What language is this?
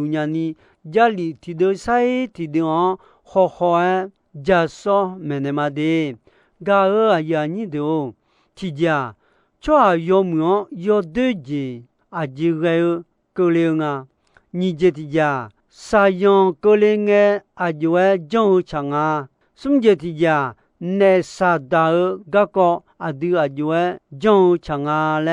Akha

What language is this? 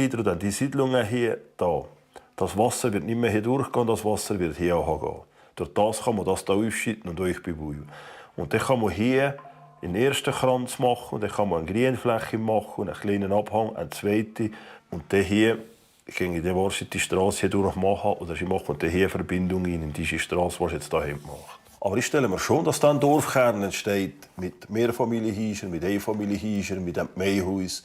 Swiss German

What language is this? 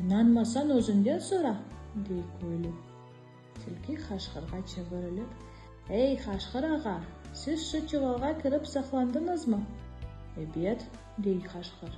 Crimean Tatar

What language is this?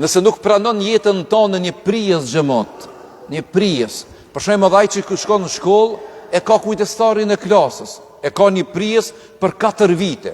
Albanian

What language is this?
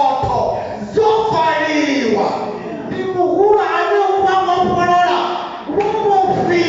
Venda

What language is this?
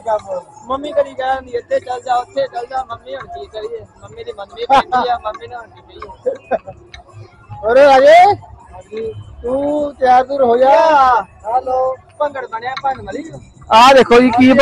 Punjabi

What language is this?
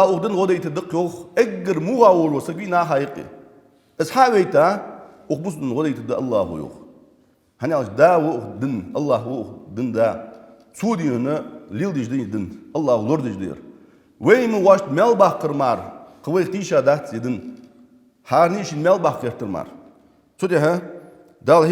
Ingush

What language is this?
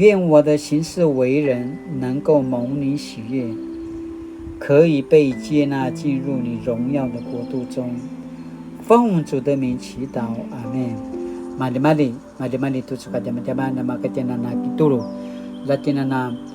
Paiwan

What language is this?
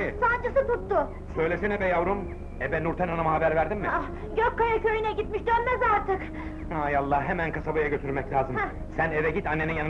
Turkish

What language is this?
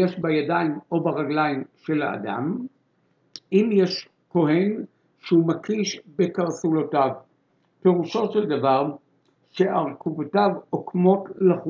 Hebrew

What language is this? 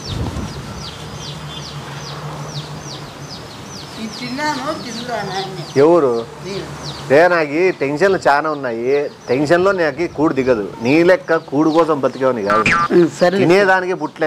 Telugu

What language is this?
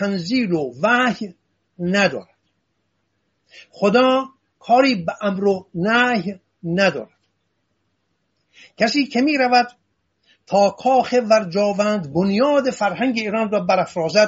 Persian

